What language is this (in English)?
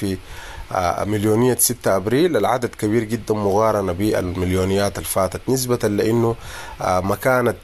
Sudanese Arabic